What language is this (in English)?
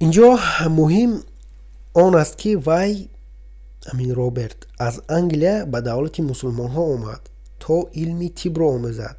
Tajik